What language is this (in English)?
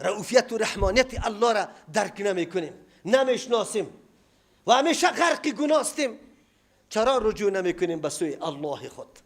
Persian